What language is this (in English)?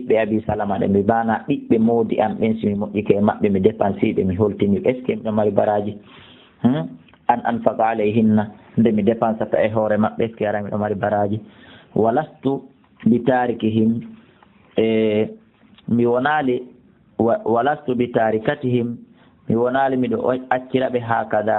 Fula